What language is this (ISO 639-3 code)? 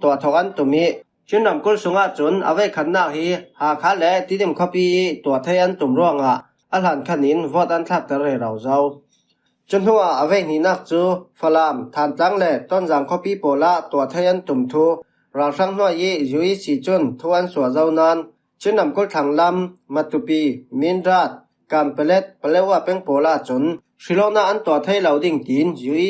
cfm